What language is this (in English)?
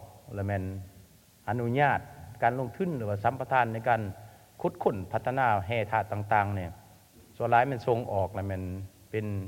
Lao